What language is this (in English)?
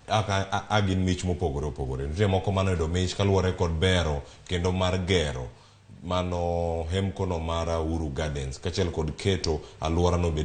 Luo (Kenya and Tanzania)